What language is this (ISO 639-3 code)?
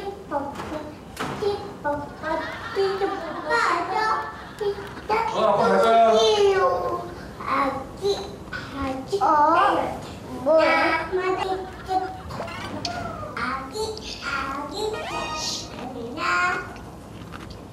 kor